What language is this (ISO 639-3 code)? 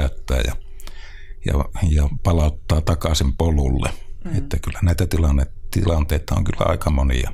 fin